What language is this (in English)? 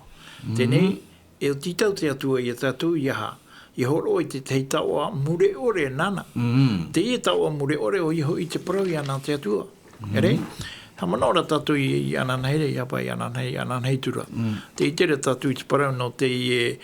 Tahitian